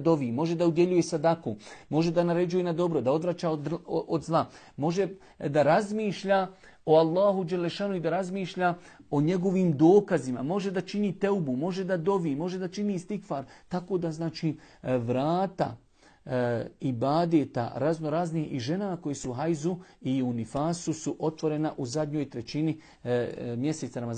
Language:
Bosnian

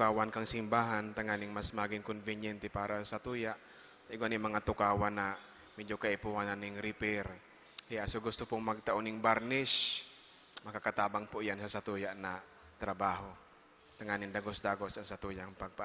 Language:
Bikol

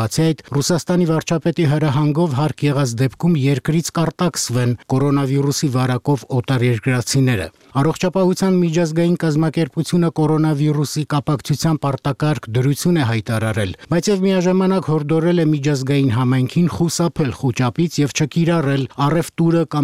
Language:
Armenian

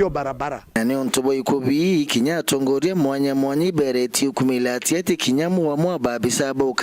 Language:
Meru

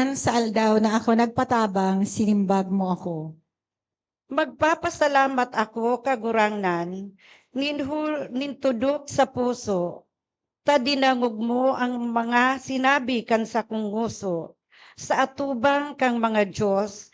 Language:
Bikol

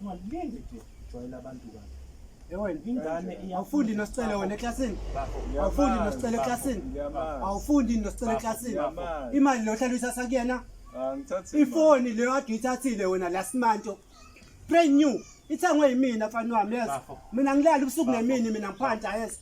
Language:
Zulu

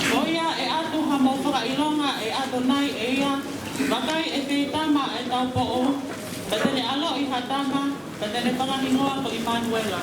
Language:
Tongan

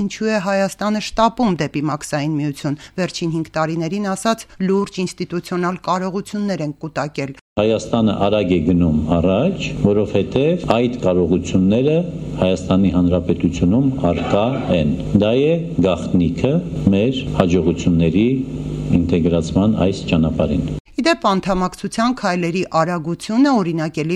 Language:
Armenian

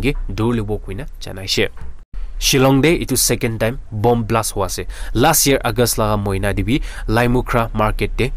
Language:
Naga Pidgin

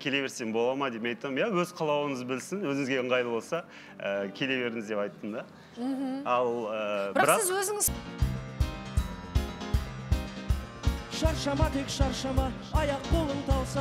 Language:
Kazakh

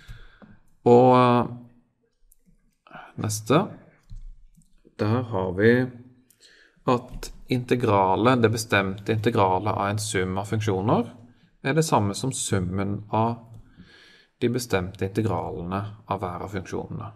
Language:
Norwegian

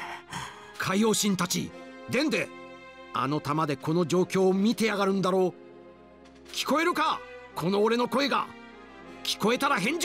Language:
Japanese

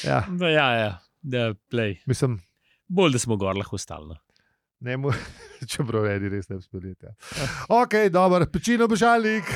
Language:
Slovenian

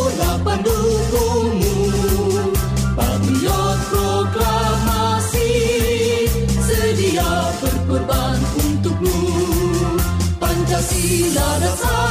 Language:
Indonesian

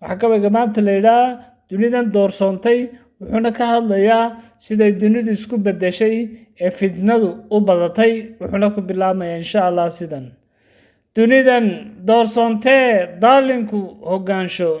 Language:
Somali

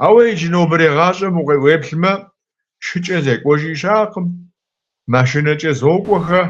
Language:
Kabardian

